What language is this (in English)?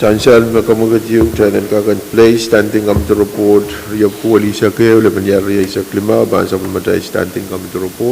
Pohnpeian